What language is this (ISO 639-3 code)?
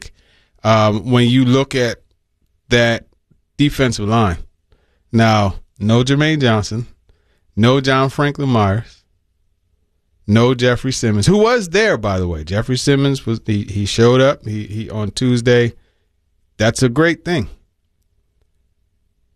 eng